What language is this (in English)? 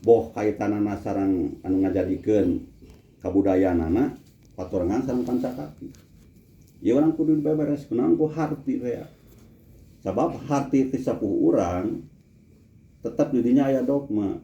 Sundanese